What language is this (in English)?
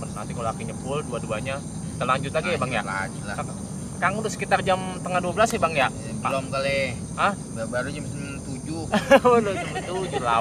Betawi